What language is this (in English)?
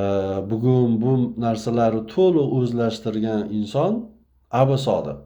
Uzbek